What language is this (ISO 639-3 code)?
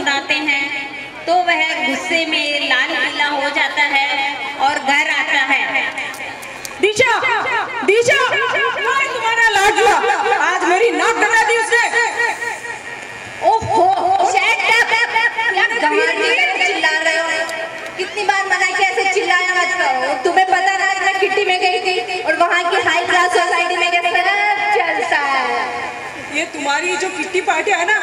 hin